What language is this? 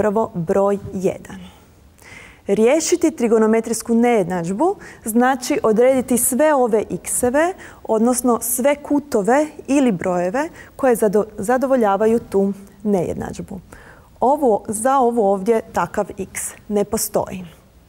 Croatian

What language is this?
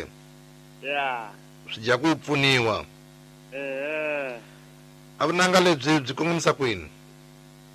Tsonga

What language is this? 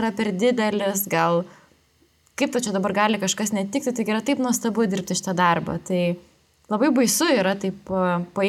Lithuanian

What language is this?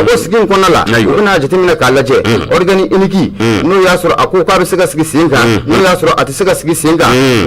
Bambara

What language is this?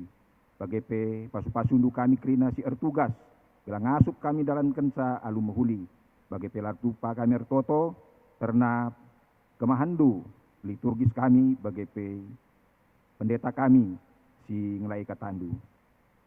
Batak Karo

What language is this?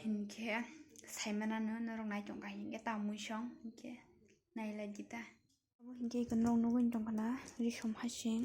Kok Borok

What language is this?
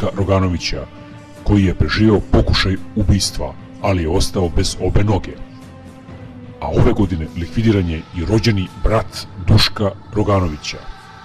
Serbian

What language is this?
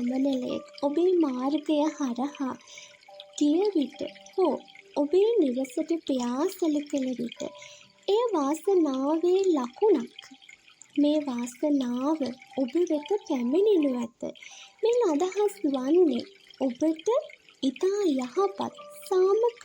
Sinhala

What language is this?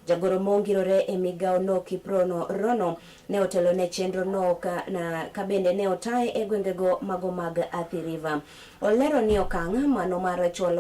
Luo (Kenya and Tanzania)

